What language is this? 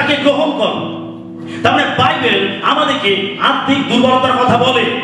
Bangla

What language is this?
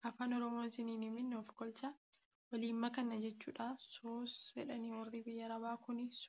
Oromo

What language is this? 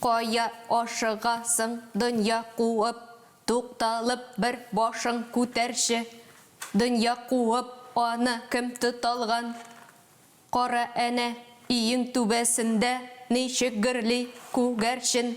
Tatar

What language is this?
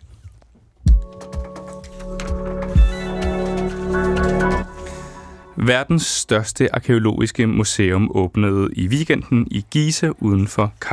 Danish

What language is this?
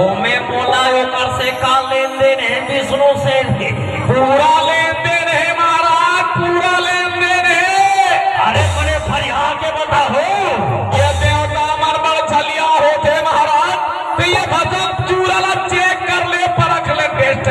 Chhattisgarhi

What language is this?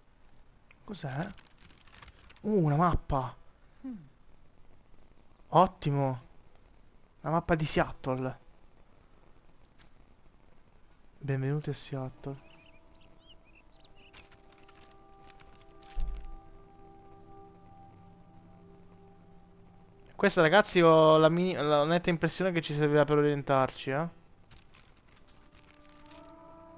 Italian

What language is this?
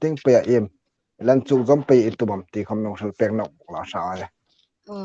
Hmar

